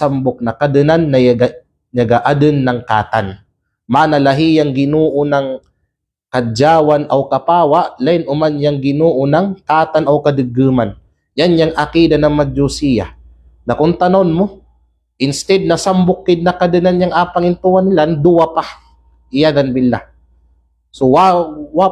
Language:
Kalagan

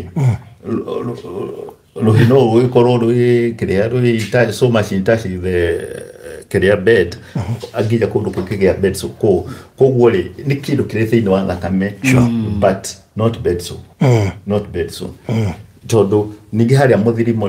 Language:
Kikuyu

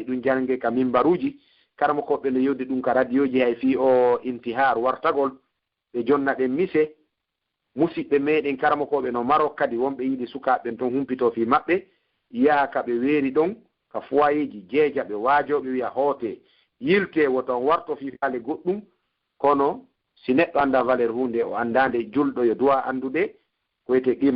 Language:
Pular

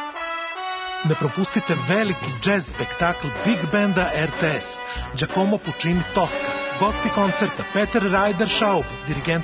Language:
Serbian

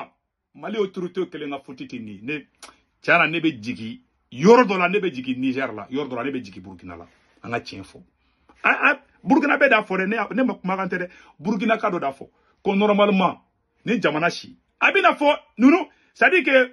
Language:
Bambara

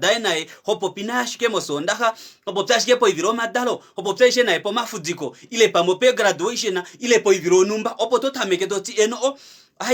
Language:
Kuanyama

